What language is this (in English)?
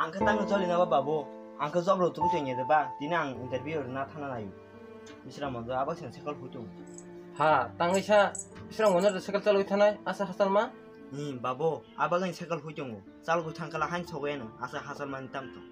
Kok Borok